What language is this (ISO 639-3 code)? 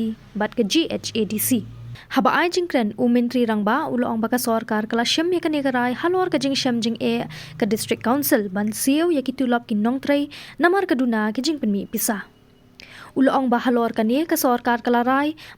kha